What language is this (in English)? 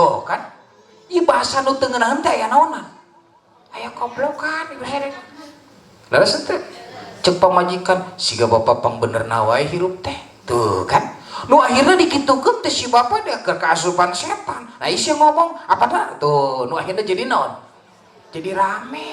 Sundanese